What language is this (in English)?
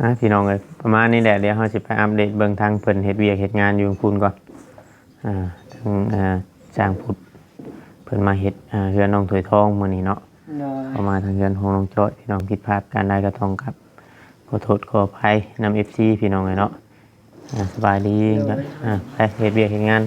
Northeastern Thai